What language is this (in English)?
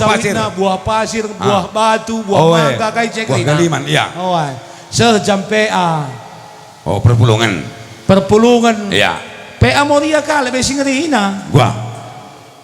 Batak Karo